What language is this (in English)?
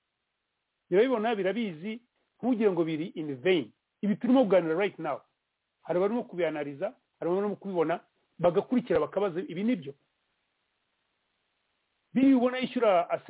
Kinyarwanda